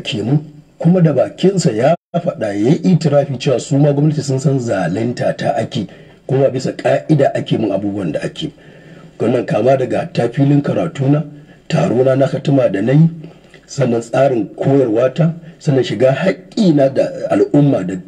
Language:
Hausa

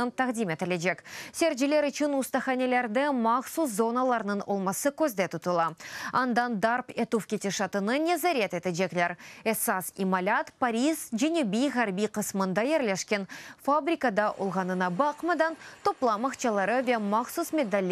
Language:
Crimean Tatar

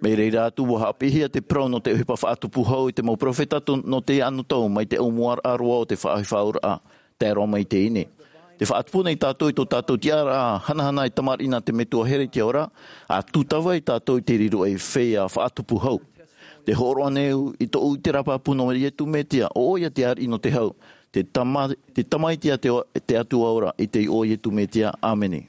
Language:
Tahitian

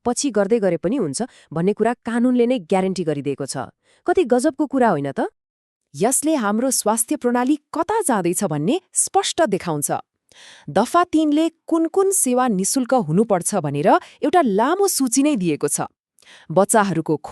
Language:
Nepali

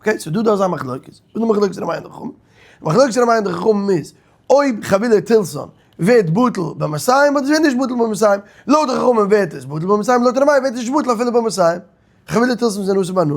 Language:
Yiddish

